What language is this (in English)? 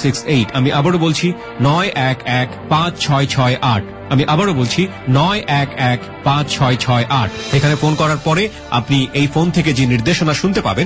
Bangla